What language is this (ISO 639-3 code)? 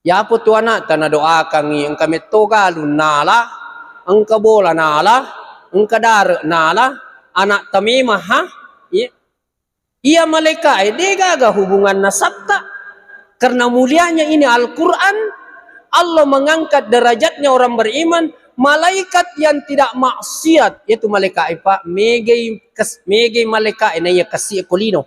bug